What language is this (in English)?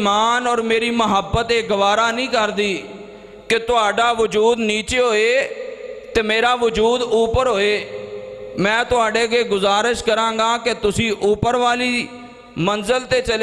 Western Panjabi